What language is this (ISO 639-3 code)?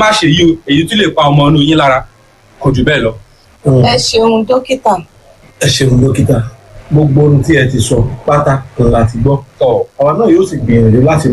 yor